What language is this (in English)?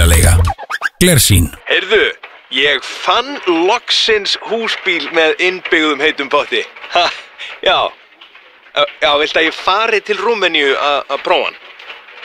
Icelandic